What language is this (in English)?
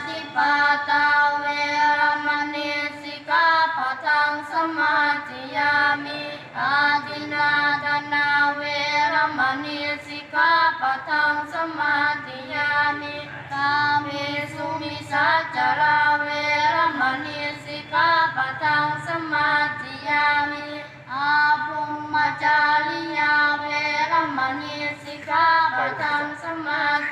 Pali